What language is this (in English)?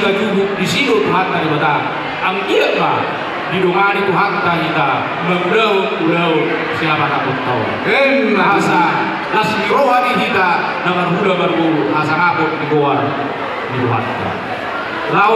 Batak Toba